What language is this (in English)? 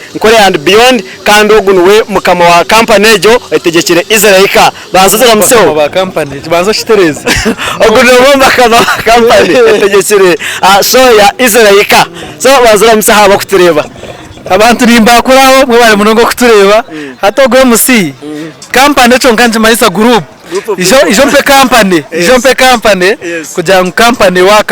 Nyankole